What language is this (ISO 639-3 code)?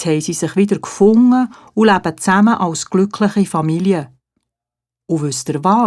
gsw